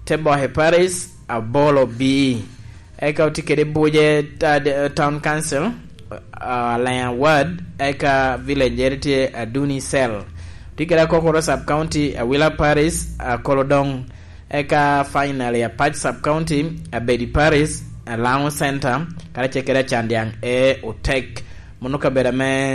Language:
Lango (Uganda)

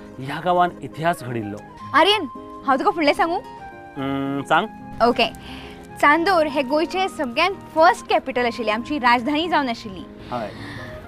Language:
Konkani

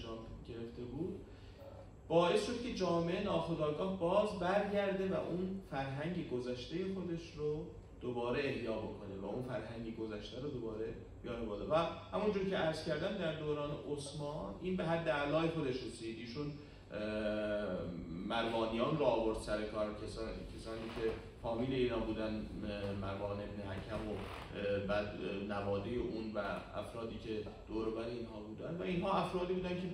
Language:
Persian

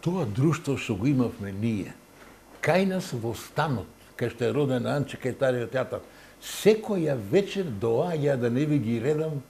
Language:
Macedonian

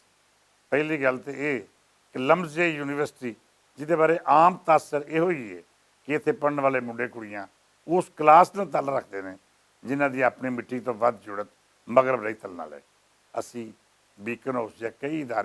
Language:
Western Panjabi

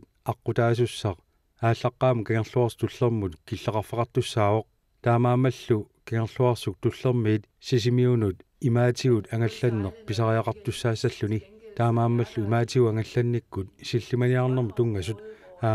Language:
Kalaallisut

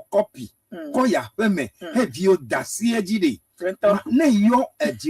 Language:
Ewe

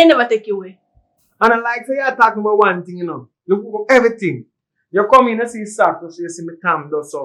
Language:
Jamaican Creole English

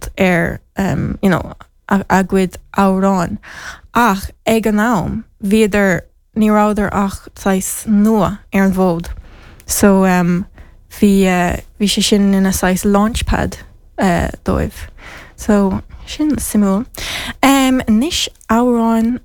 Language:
Irish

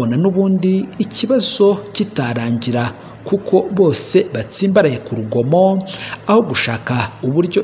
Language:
Kinyarwanda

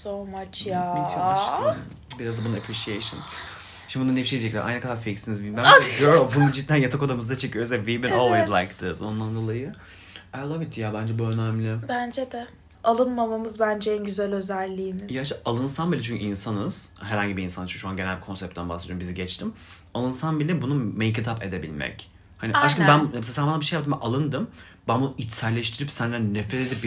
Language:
Turkish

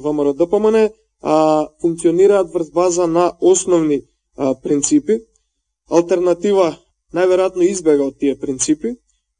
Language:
Macedonian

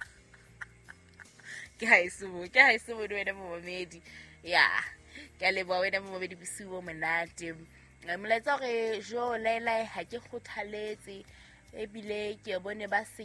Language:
Southern Sotho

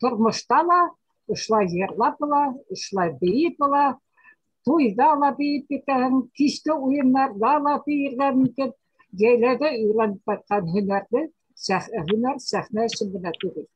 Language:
Bashkir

